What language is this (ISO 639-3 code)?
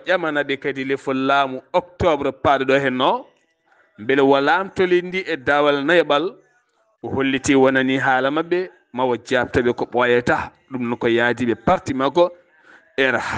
ful